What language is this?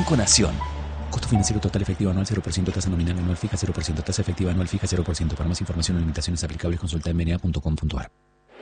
Spanish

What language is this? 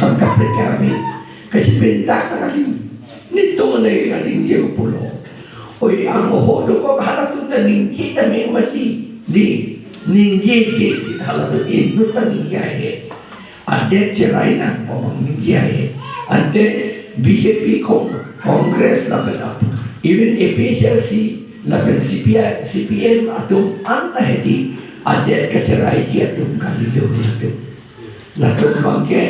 Karbi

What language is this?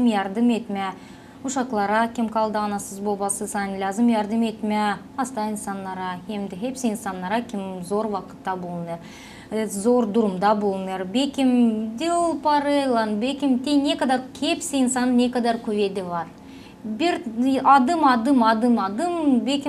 Gagauz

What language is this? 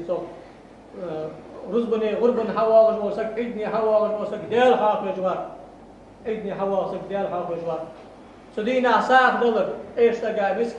Ingush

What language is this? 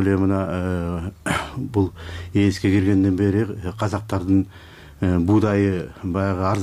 Kyrgyz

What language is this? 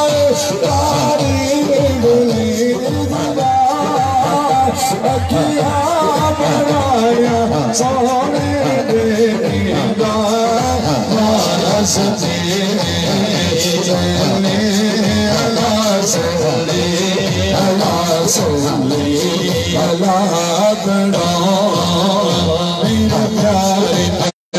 Urdu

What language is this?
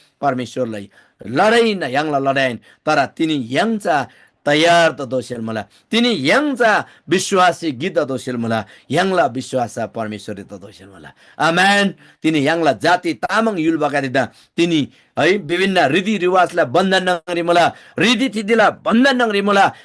Eastern Tamang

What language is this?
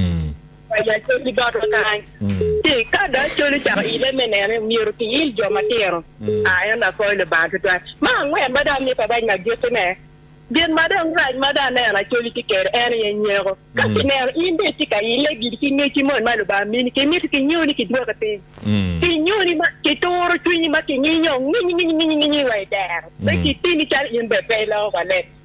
Acoli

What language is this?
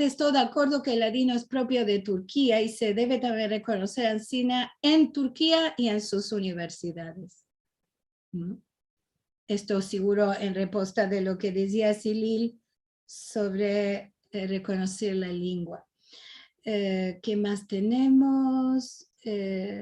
Ladino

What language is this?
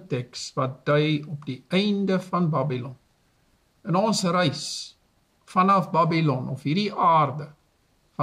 Afrikaans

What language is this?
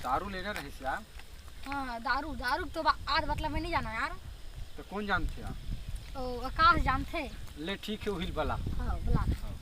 Chhattisgarhi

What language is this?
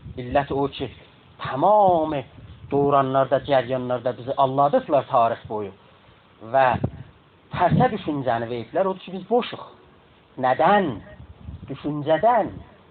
South Azerbaijani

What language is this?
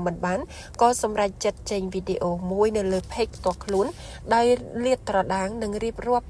Khmer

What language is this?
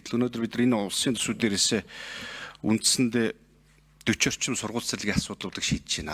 Mongolian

